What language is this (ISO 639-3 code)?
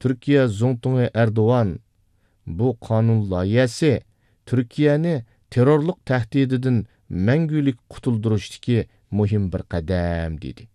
uig